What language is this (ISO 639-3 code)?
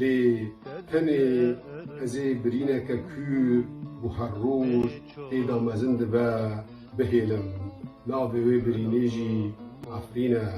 kur